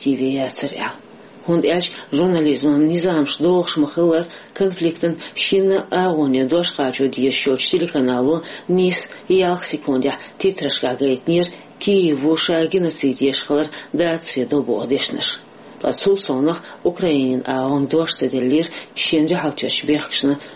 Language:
Chechen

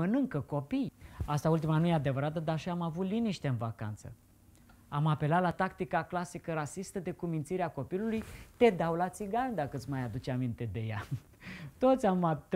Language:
Romanian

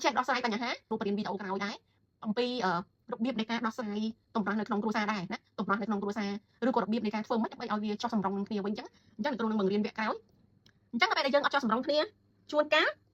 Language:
Khmer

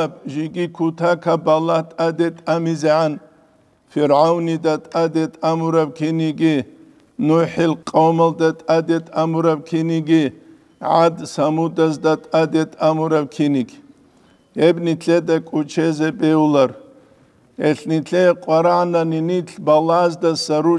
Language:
Avaric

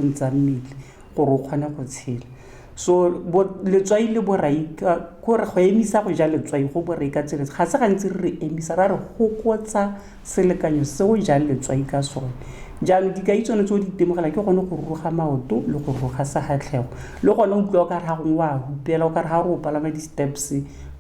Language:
Tswana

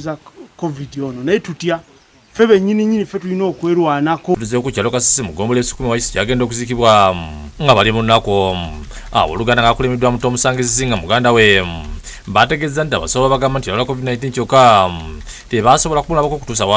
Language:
Ganda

